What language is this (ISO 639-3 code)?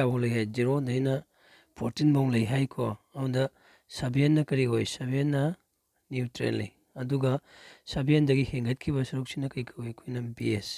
mni